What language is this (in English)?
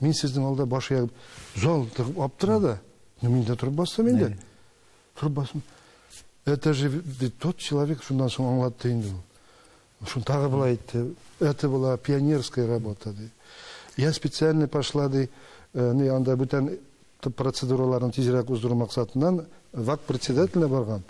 Tatar